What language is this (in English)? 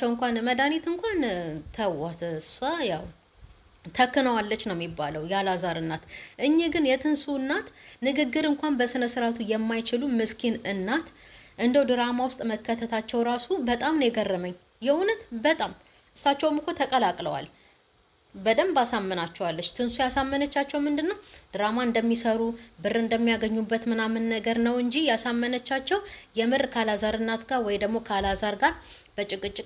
Amharic